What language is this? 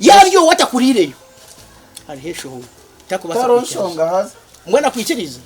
Nyankole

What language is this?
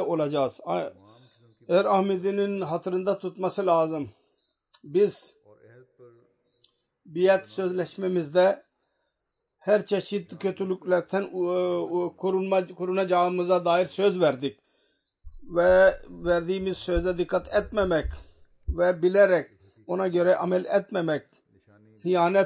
Turkish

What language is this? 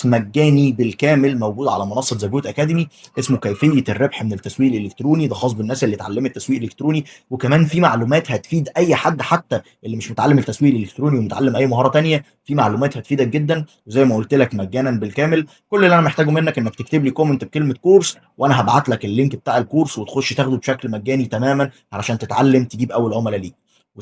Egyptian Arabic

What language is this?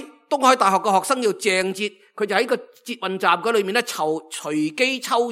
Cantonese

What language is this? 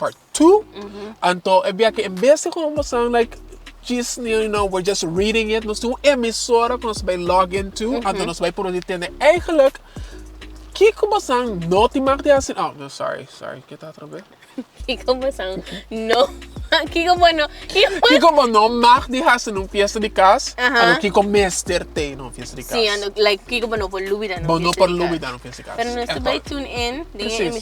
Papiamento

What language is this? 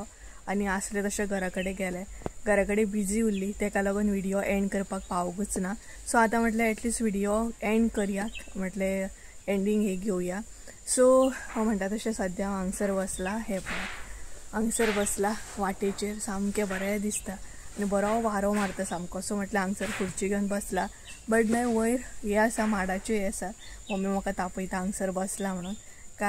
Konkani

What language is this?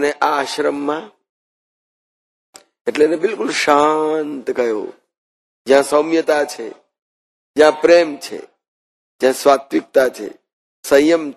Gujarati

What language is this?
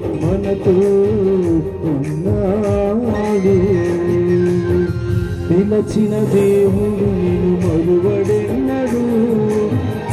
Telugu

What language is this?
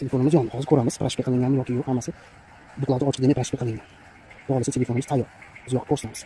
Uzbek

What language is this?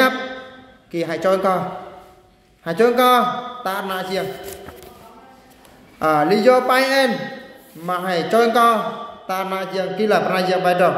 Eastern Bru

